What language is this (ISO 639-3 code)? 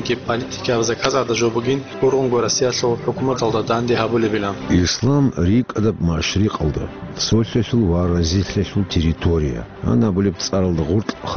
ava